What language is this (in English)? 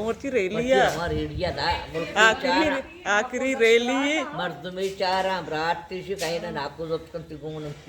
Baluchi